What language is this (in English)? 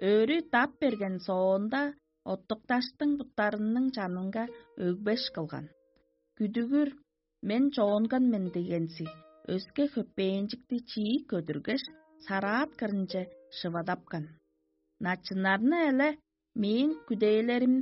Tuvinian